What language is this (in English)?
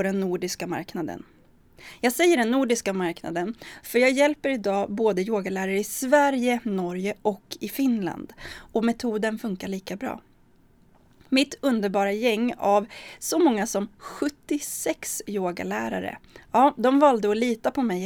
Swedish